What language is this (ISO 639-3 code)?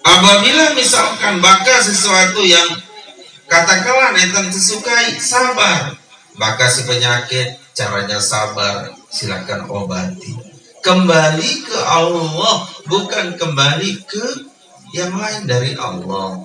sas